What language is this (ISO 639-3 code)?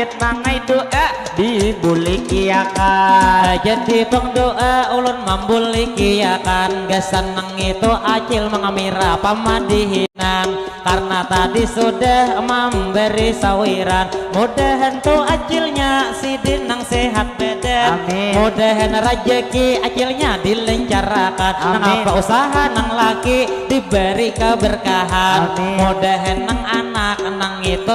bjn